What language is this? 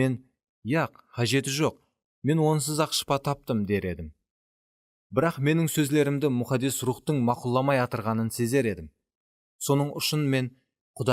Kara-Kalpak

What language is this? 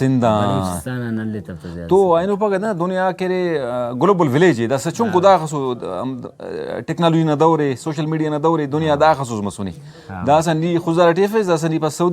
Brahui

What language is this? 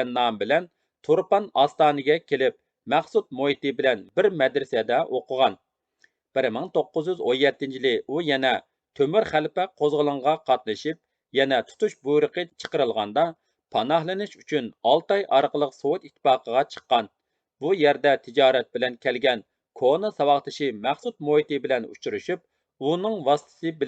Uyghur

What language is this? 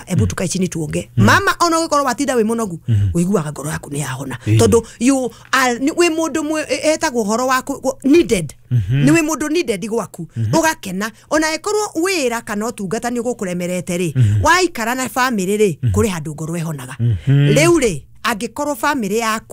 Kikuyu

